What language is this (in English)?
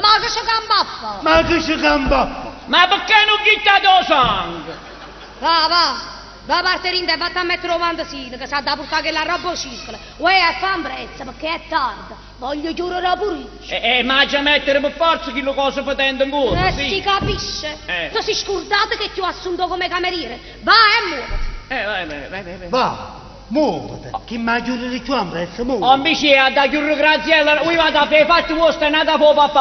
Neapolitan